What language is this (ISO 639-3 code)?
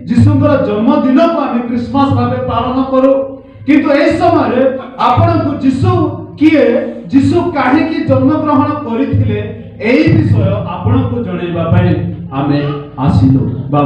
ori